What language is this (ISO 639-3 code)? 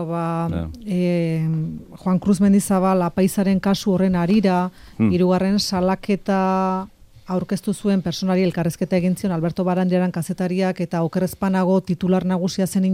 eus